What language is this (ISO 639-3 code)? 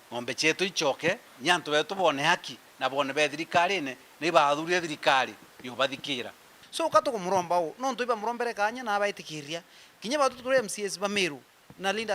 mer